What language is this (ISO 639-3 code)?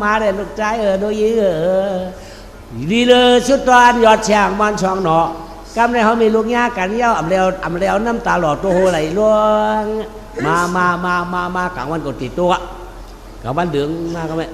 shn